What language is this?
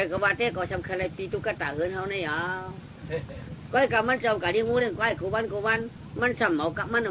Shan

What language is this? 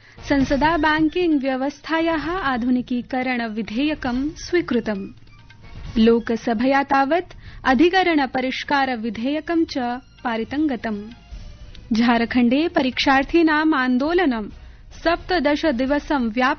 Sanskrit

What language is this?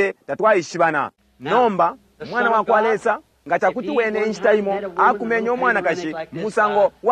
Bemba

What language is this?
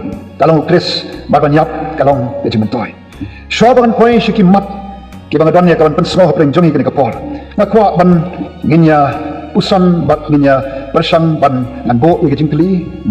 Khasi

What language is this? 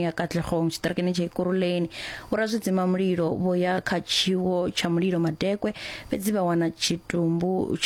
Venda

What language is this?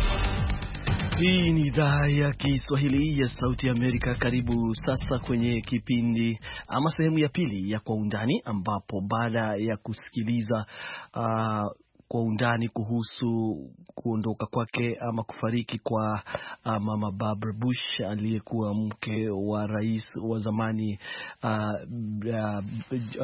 Swahili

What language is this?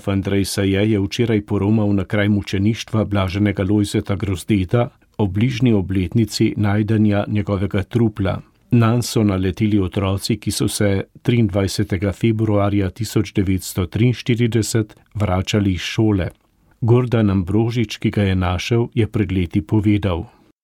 Slovenian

